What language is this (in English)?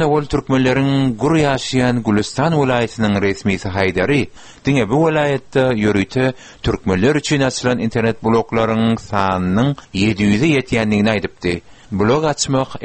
Turkmen